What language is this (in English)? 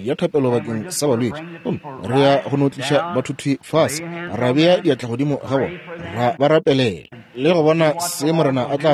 Northern Sotho